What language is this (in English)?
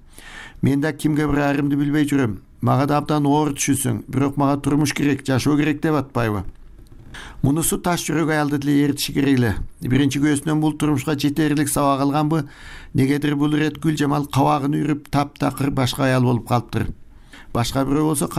Kyrgyz